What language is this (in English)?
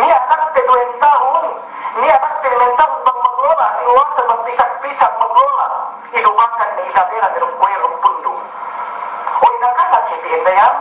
Yakan